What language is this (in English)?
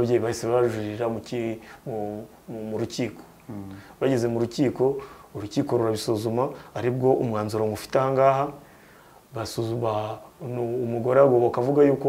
Kinyarwanda